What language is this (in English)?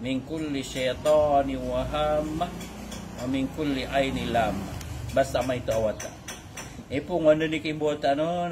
Maranao